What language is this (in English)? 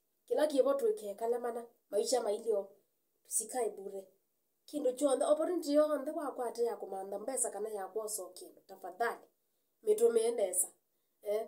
Kamba